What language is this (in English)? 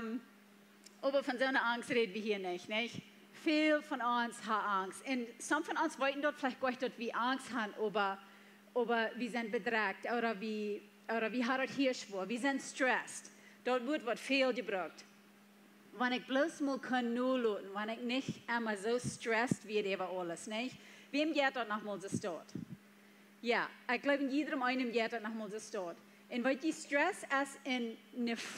Plautdietsch